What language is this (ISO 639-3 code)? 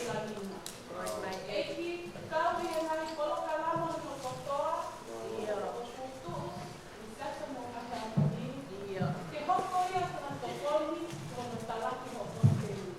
ton